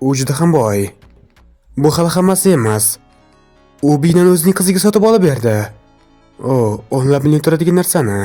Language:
Uzbek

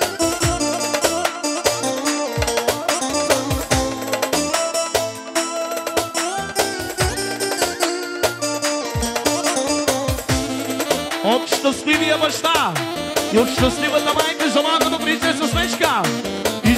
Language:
Bulgarian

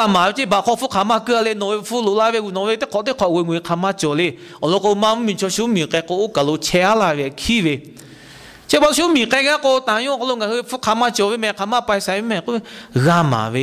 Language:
Lahu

